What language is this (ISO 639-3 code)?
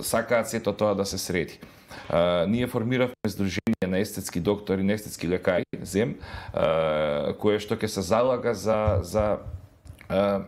mkd